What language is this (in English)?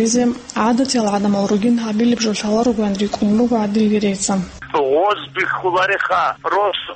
Avaric